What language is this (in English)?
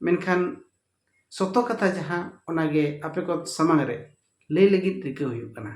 Santali